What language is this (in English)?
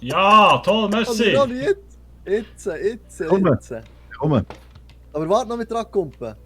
Swiss German